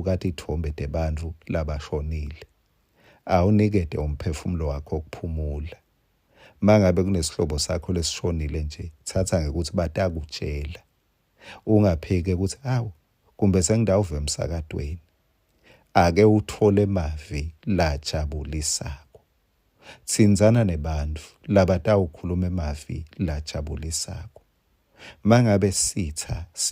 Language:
Swati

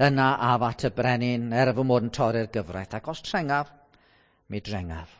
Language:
Welsh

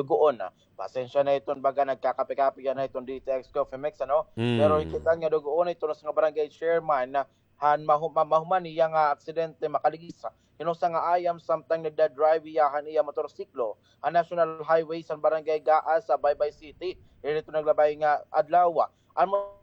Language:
Waray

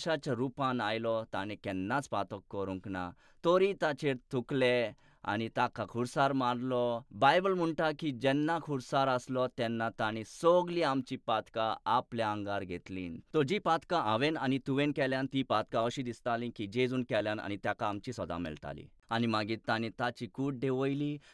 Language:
Konkani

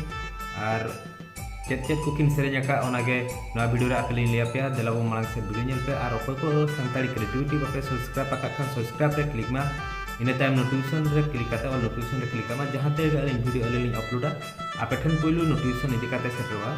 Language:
Santali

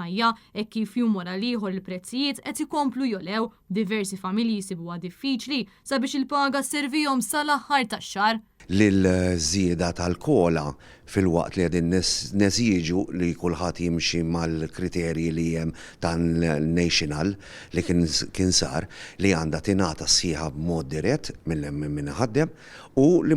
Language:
Maltese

